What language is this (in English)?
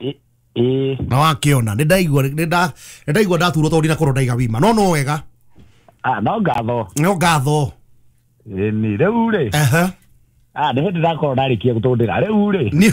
Kikuyu